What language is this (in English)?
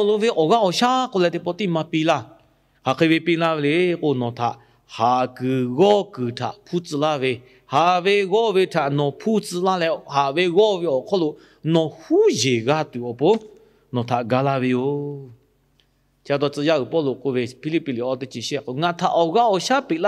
Lahu